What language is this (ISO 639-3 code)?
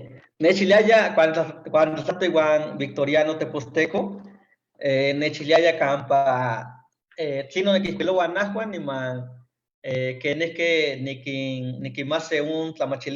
nhe